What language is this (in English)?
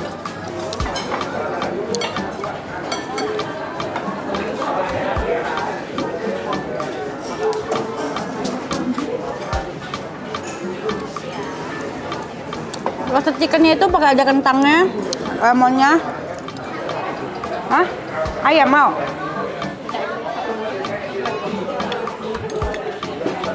Indonesian